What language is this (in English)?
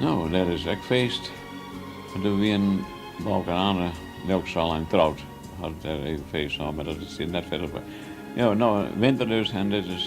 Western Frisian